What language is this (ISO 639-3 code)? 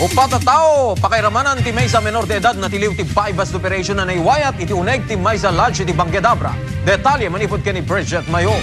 ilo